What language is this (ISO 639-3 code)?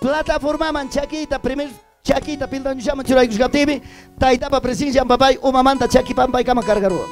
quy